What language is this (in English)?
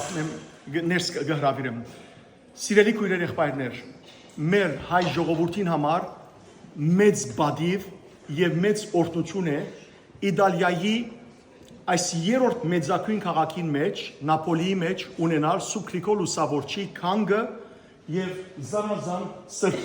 Western Armenian